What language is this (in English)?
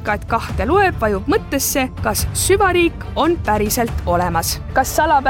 Estonian